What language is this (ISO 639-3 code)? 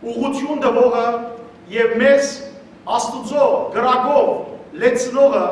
hyw